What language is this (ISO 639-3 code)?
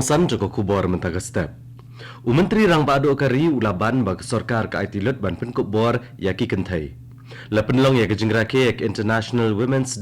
kha